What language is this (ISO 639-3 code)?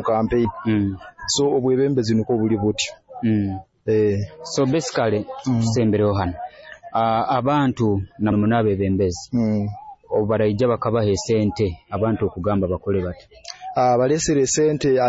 nyo